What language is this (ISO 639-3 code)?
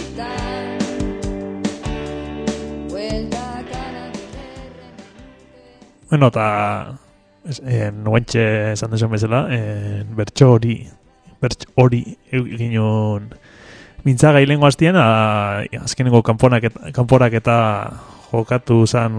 eus